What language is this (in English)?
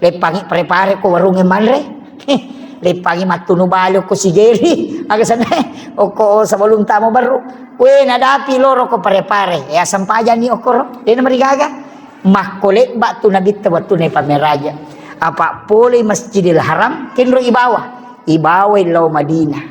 Buginese